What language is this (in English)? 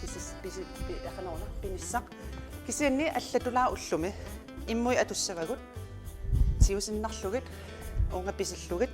Kalaallisut